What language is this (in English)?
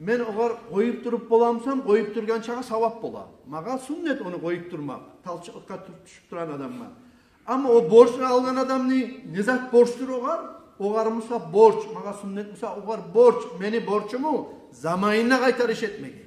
Kumyk